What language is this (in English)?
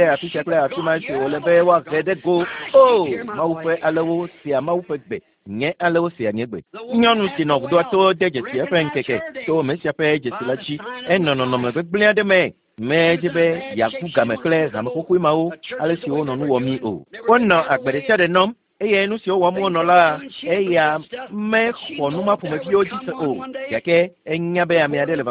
Ewe